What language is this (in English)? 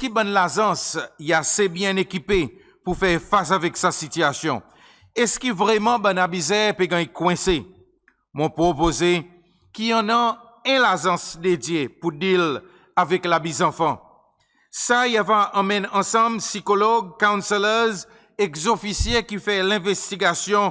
Seselwa Creole French